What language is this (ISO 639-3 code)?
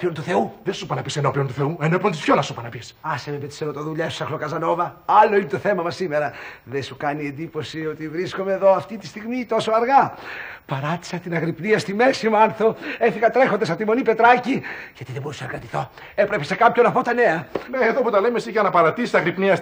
ell